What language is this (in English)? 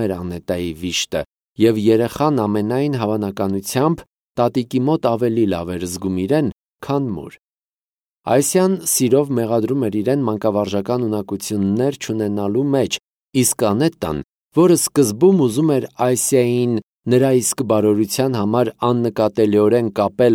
Armenian